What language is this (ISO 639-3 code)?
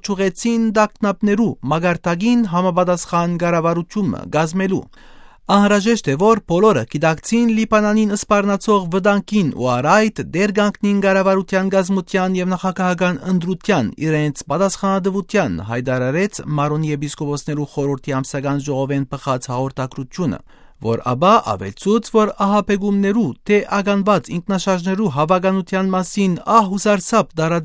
hye